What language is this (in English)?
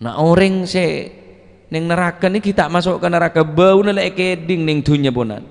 Madurese